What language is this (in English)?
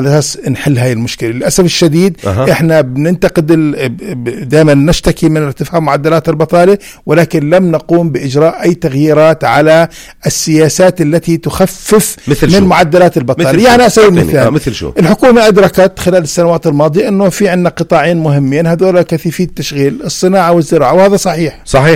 North Levantine Arabic